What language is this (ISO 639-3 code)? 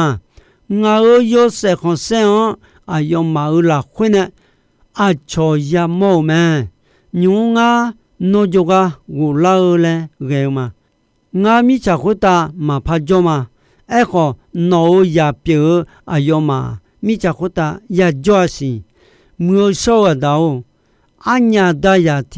ahk